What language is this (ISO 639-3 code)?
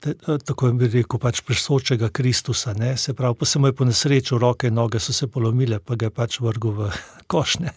slv